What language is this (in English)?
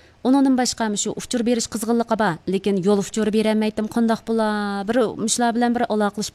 Uyghur